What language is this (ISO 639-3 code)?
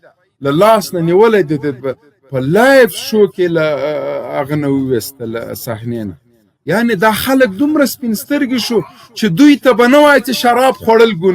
pus